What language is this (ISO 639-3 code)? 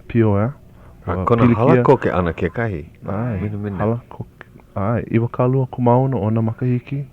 haw